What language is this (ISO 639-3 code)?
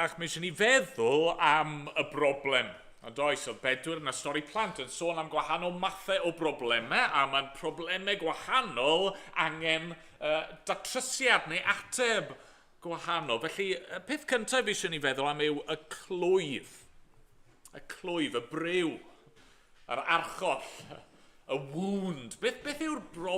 cym